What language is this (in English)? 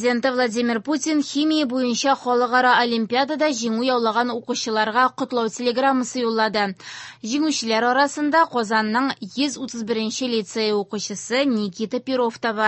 Tatar